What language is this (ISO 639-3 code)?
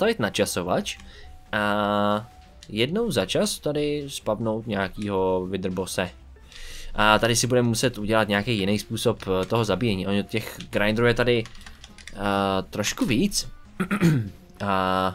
ces